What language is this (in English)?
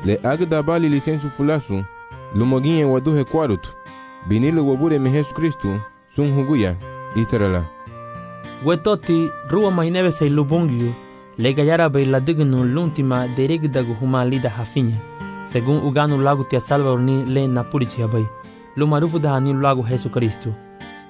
Garifuna